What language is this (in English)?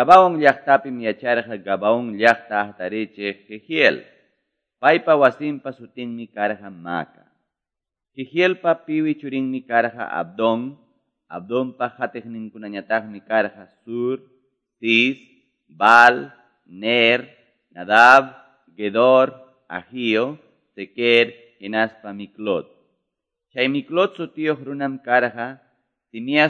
Quechua